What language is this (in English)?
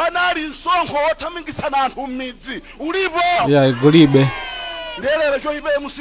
Nyanja